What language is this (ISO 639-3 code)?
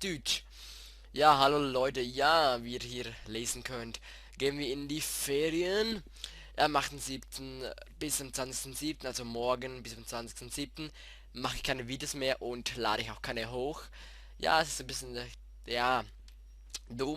gsw